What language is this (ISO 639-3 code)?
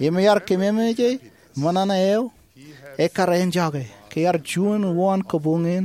mah